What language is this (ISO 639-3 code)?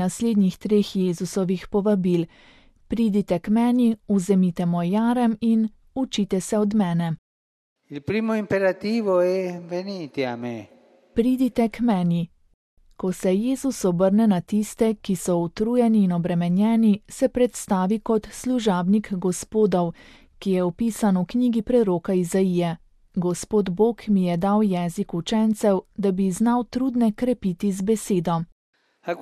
slv